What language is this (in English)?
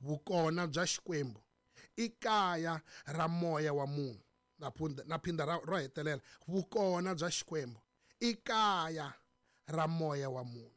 Tsonga